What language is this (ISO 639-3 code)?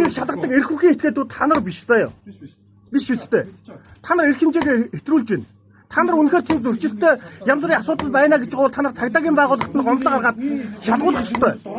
mon